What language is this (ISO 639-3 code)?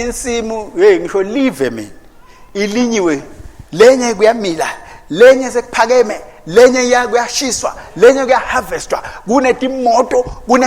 ssw